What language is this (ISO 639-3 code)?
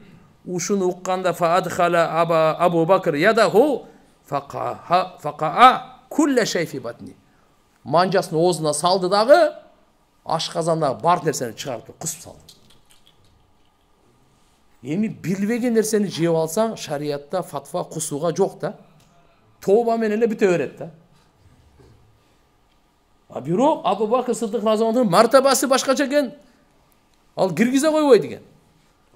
kir